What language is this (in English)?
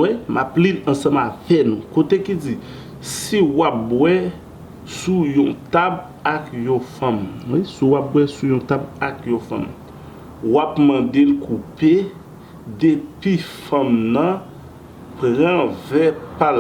Haitian Creole